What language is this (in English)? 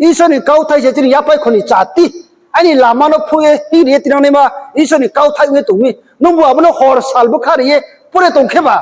Riang (India)